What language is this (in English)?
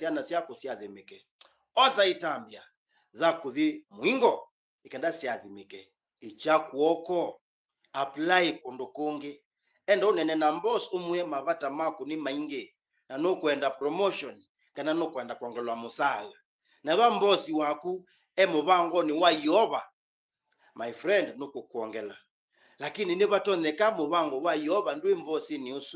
Kamba